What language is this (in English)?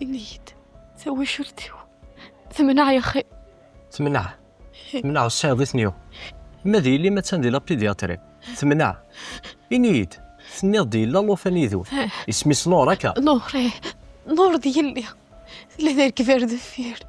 Kabyle